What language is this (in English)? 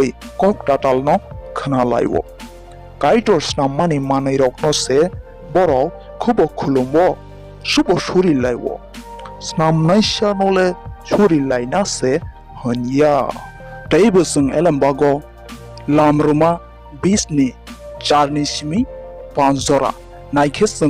Kok Borok